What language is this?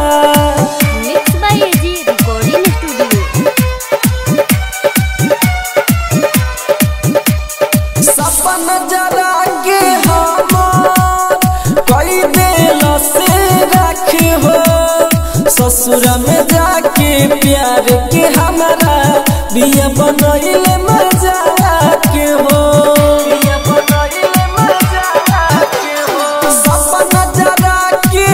Bhojpuri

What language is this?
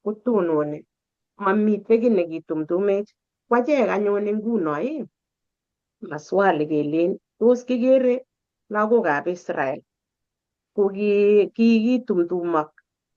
Kalenjin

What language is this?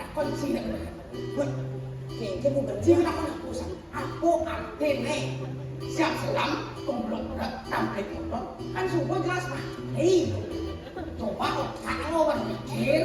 Balinese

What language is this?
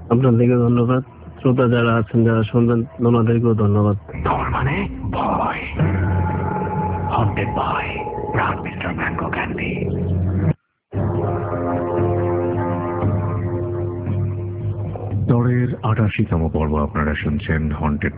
Bangla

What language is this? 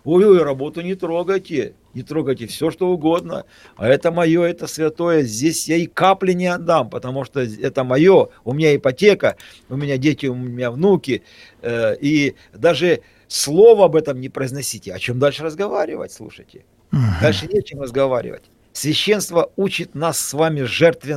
Russian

